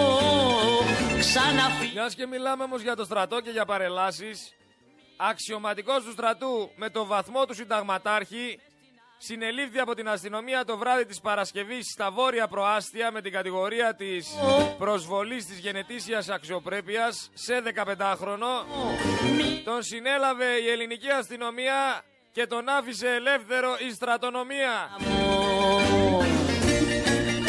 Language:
Greek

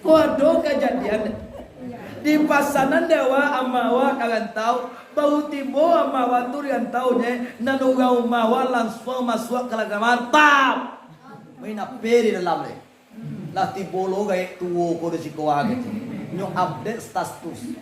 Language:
Minangkabau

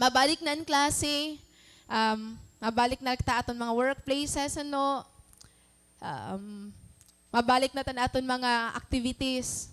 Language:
Waray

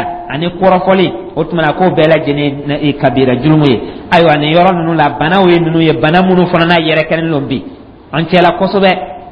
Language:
Dyula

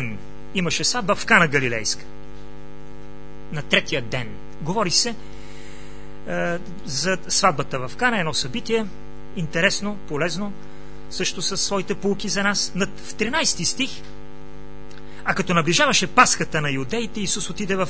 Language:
Bulgarian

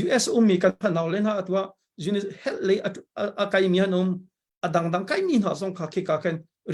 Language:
Hakha Chin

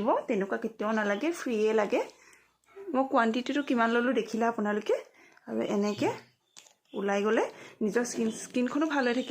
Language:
Assamese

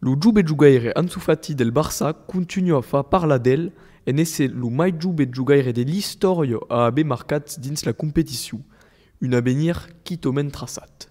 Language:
Occitan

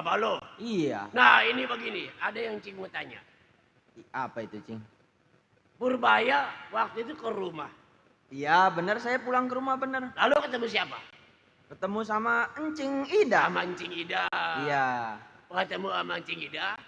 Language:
Betawi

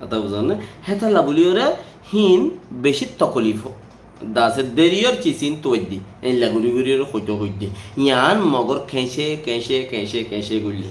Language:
Rohingya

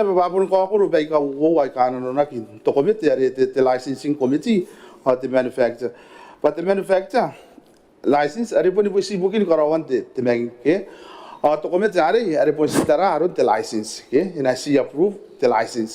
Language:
Gilbertese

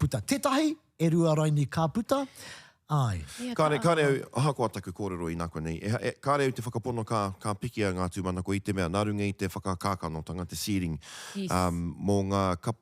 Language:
Māori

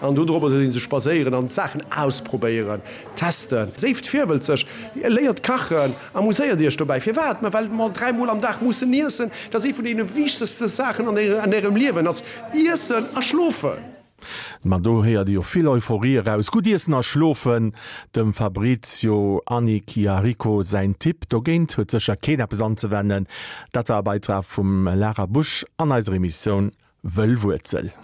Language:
Luxembourgish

